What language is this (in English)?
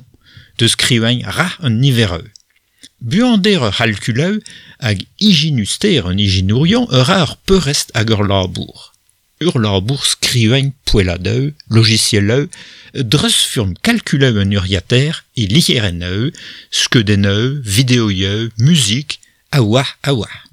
Breton